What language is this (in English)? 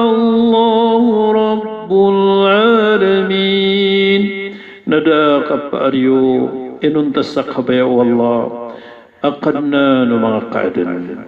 Maranao